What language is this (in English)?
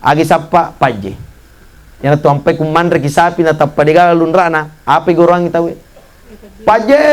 Buginese